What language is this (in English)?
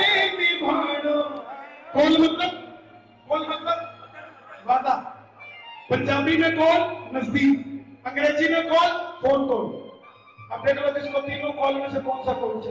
Hindi